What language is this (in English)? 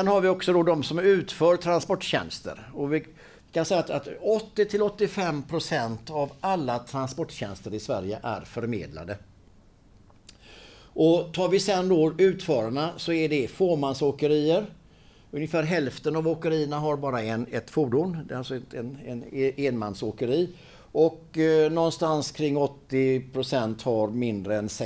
Swedish